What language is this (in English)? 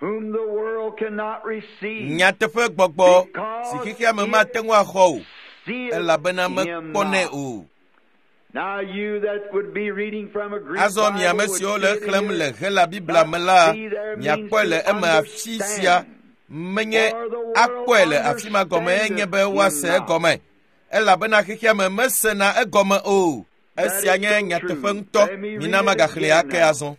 Ewe